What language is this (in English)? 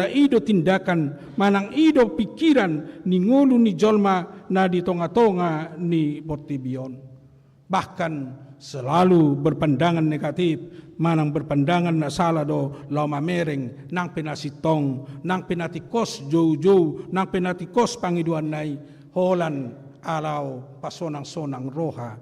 Batak Toba